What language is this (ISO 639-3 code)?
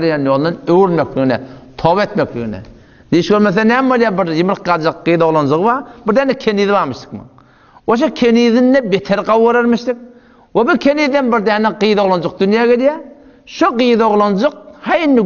tuk